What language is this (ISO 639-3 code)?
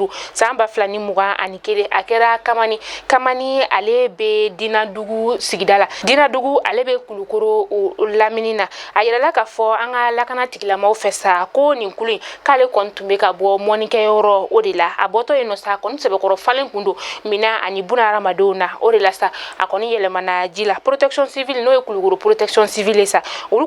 bam